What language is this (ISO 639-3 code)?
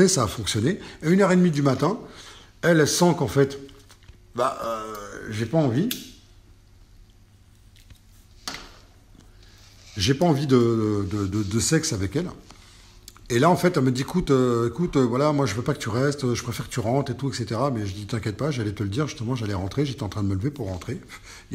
fra